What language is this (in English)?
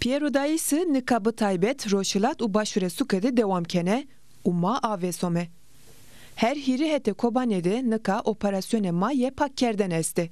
Zaza